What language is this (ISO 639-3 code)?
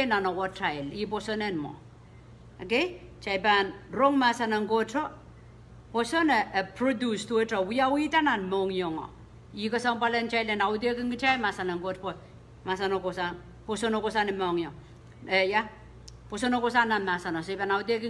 pon